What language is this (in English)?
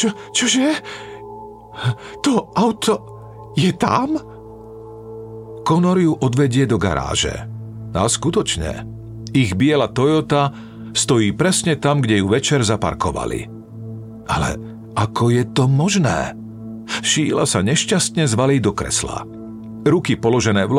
Slovak